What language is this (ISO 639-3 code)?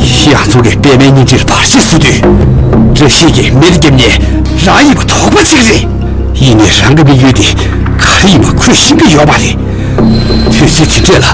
bod